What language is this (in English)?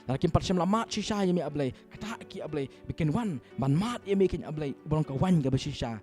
Khasi